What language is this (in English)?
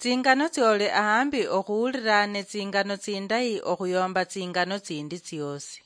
Luyia